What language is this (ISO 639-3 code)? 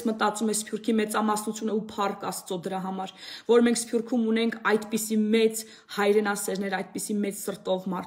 hye